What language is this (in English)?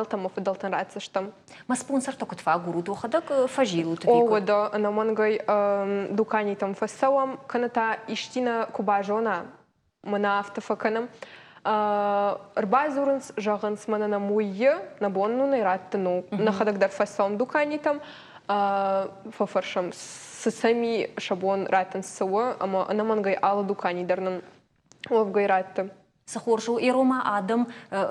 Ossetic